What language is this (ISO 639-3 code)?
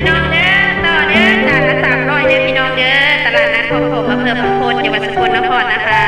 tts